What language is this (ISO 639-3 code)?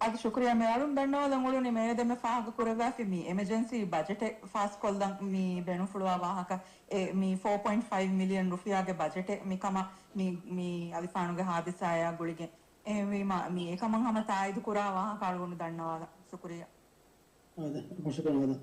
div